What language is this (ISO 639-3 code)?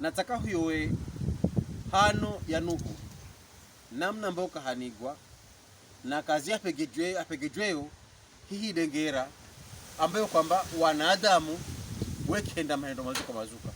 pkb